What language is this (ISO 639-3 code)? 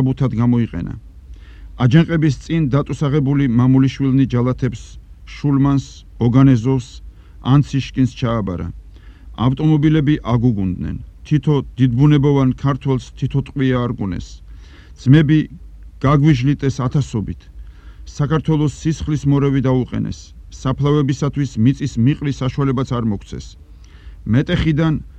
kat